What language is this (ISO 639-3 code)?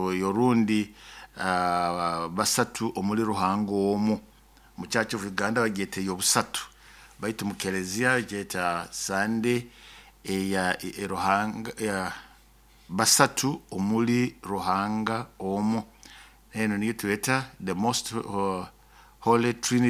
nyo